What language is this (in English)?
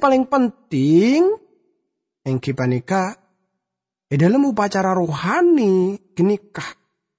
Madurese